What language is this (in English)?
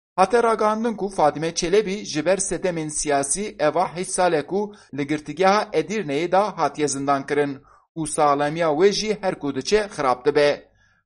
Kurdish